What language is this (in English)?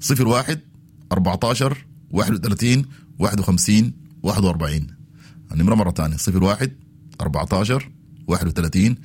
Sudanese Arabic